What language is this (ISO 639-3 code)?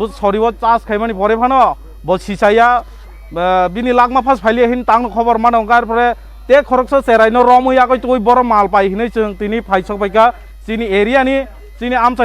trp